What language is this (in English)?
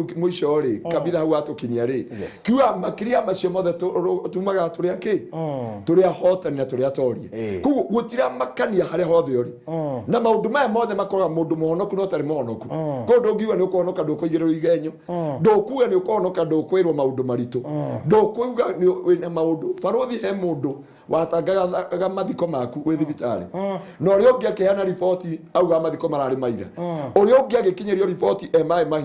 Kikuyu